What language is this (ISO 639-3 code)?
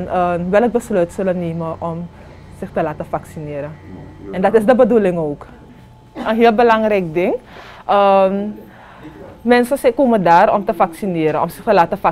nld